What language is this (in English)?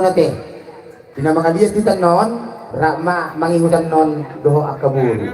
Batak Toba